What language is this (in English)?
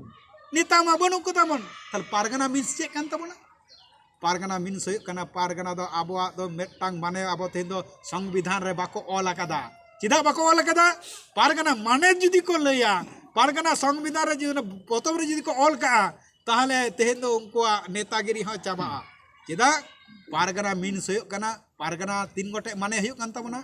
Santali